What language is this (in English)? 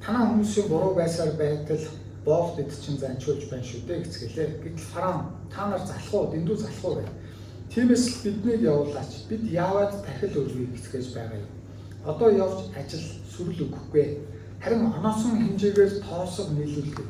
Mongolian